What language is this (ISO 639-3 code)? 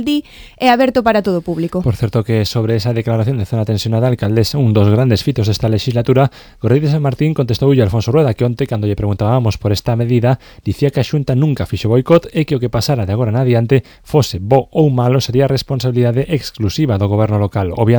glg